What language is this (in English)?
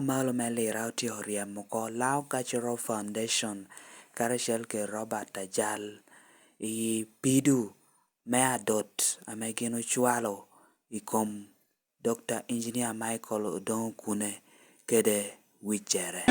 Lango (Uganda)